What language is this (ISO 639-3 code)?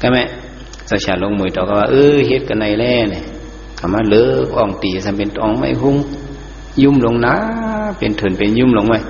shn